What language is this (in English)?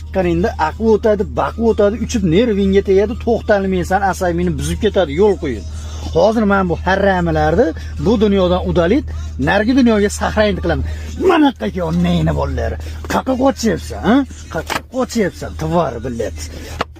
Uzbek